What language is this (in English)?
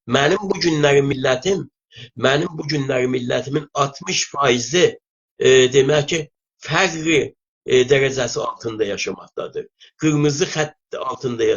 South Azerbaijani